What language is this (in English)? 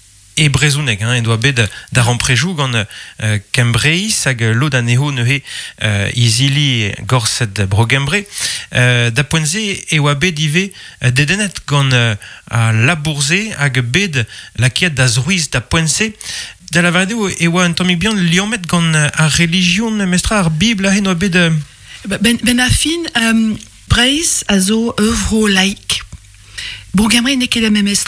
Breton